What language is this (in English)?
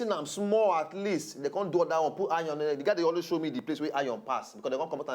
Nigerian Pidgin